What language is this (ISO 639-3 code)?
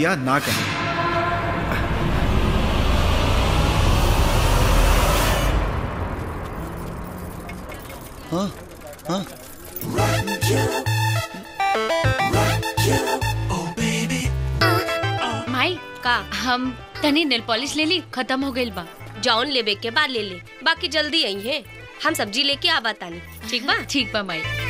bho